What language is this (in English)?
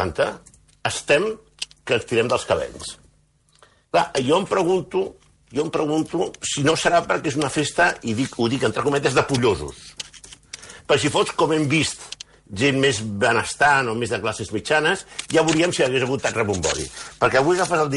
Catalan